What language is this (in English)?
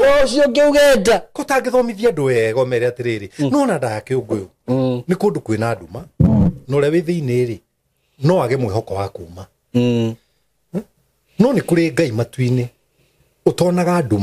Kikuyu